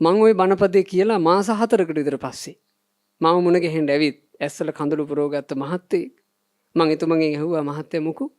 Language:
Sinhala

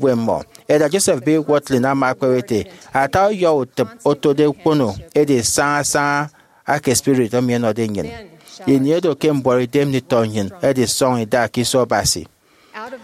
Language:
Efik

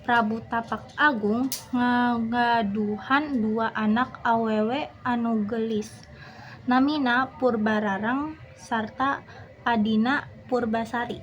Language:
Sundanese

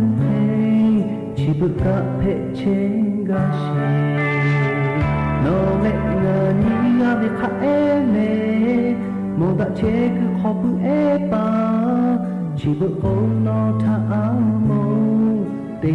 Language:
Lahu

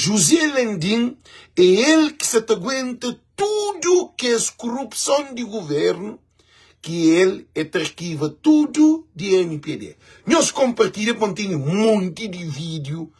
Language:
Kabuverdianu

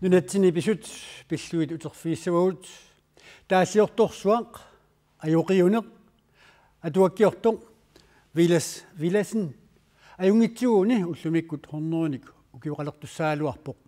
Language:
Kalaallisut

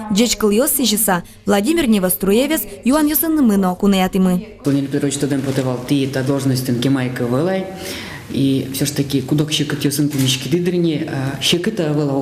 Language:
Udmurt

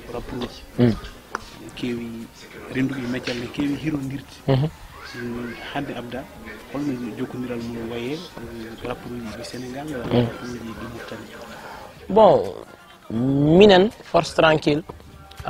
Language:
Fula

